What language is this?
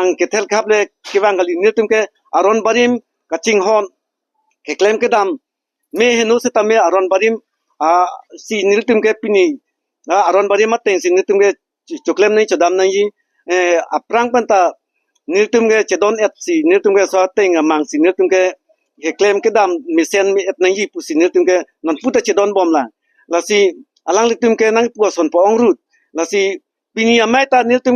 Karbi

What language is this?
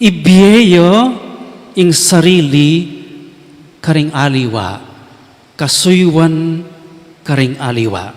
Pampanga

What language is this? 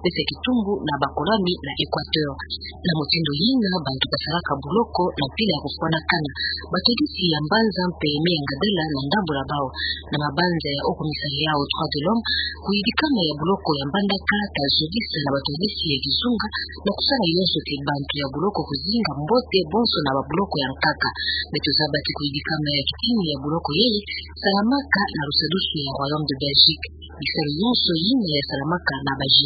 Kituba (Democratic Republic of Congo)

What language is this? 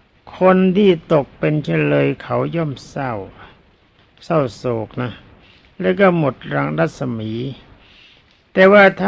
Thai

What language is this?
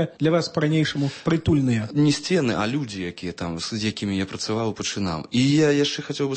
Belarusian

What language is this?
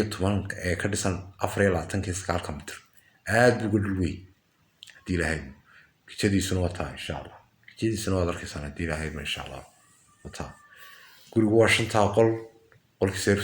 Somali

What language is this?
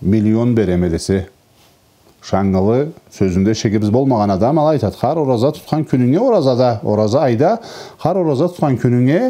Karachay-Balkar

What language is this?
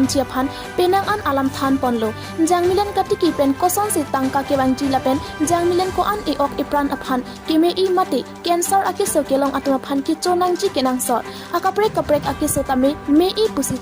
Karbi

